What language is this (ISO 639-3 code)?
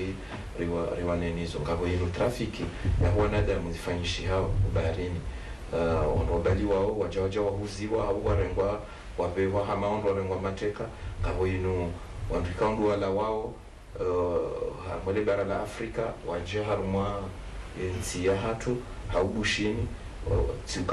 zdj